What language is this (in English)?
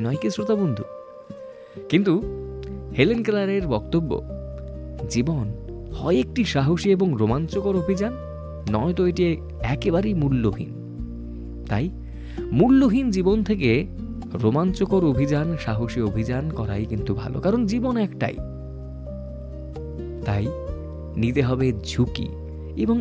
Bangla